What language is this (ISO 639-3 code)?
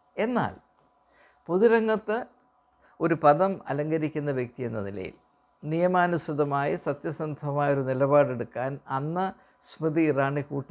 mal